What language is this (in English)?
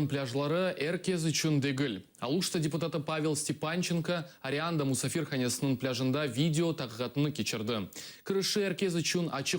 Crimean Tatar